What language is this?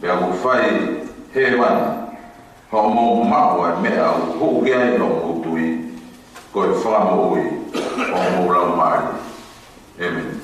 Tongan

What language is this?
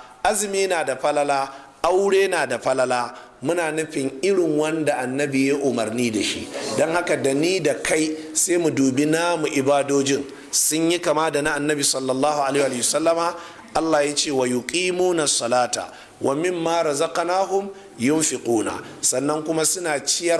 Hausa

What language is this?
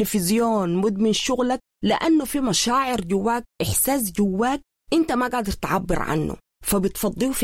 Sudanese Arabic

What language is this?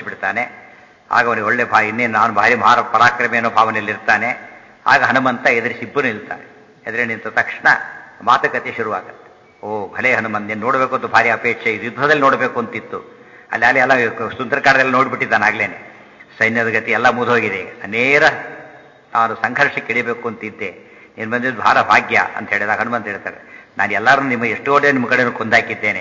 Kannada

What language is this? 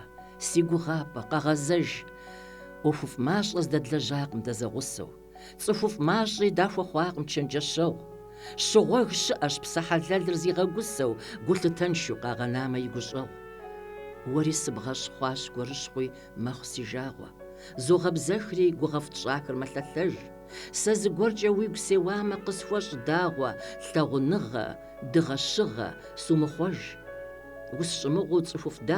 Kabardian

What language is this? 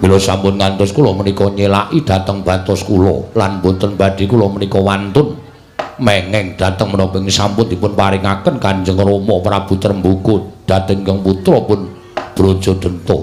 Javanese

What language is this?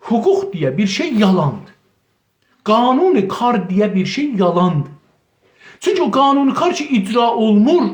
South Azerbaijani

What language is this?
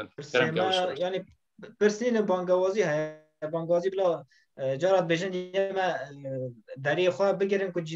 Kurdish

